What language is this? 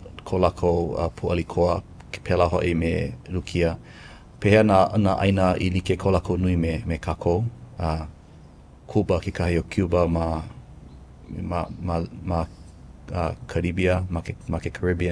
Hawaiian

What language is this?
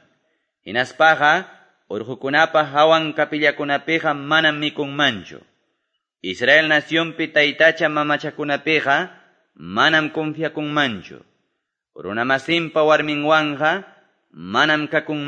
Quechua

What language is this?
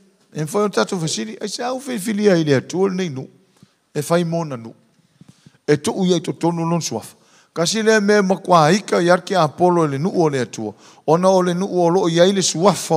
Samoan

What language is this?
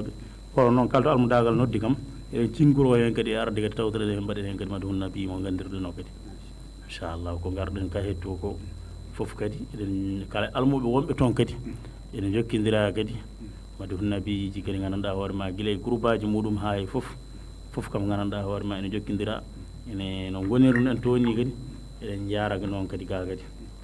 Fula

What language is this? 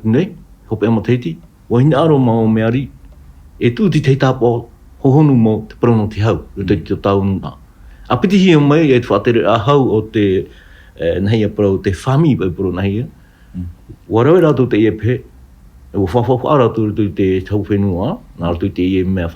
Tahitian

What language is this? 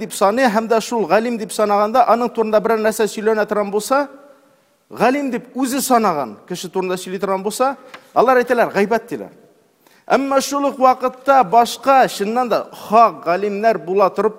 Tatar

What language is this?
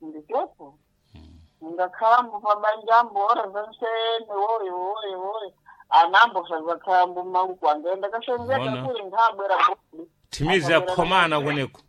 Sena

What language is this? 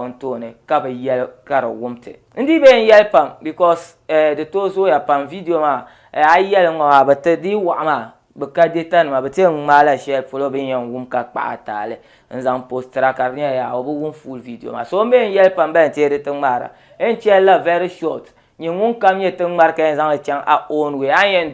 Dagbani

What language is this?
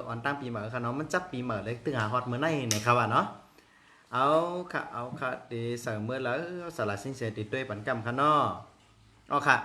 Shan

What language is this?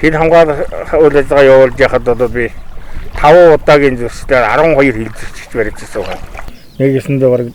Mongolian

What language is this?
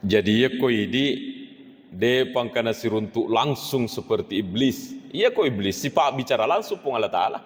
Buginese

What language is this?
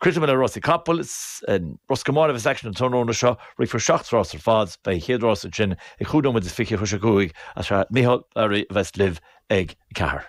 Irish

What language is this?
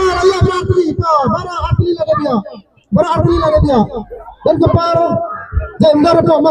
Khasi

